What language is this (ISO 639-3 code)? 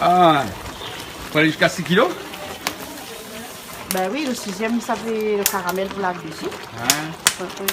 rcf